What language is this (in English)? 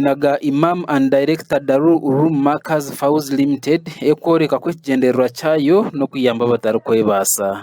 Nyankole